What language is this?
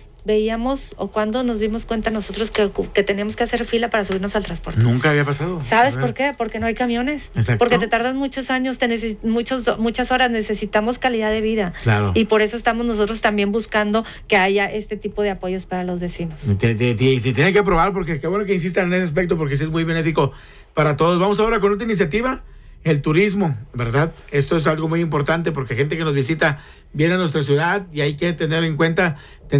Spanish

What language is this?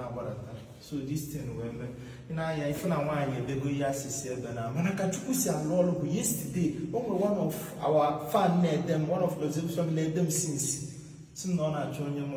Igbo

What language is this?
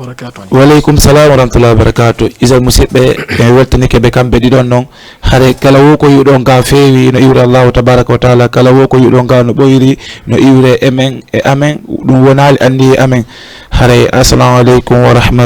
Fula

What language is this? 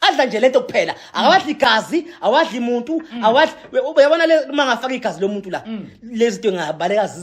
Zulu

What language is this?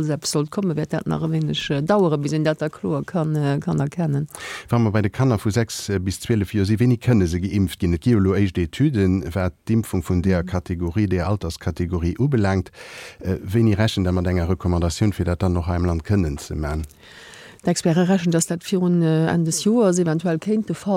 Luxembourgish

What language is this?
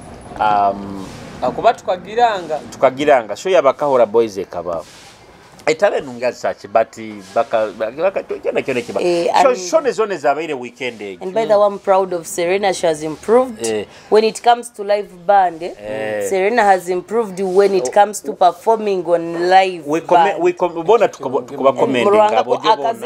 Nyoro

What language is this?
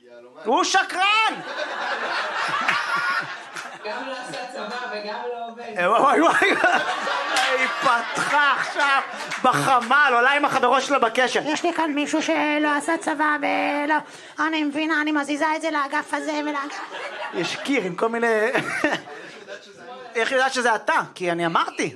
Hebrew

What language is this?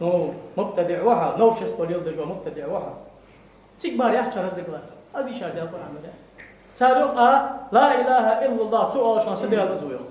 Ingush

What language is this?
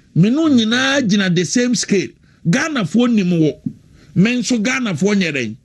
Akan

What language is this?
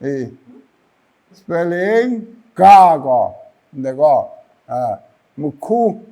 Kachin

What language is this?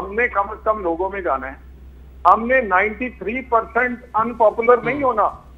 Urdu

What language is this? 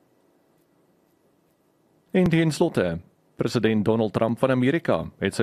Afrikaans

